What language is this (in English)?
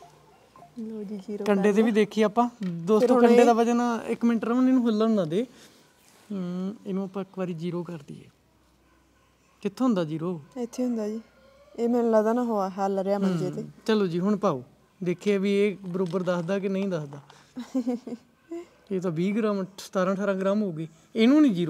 Punjabi